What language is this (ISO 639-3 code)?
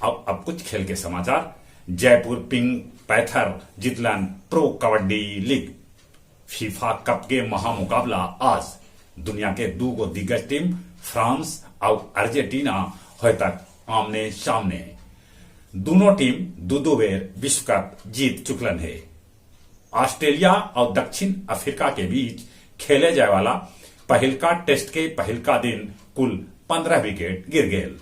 mag